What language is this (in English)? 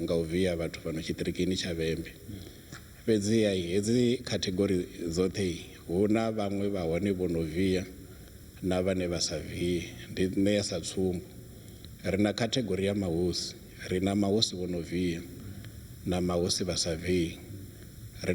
Venda